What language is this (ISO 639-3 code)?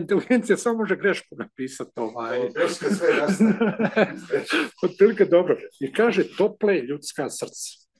hrv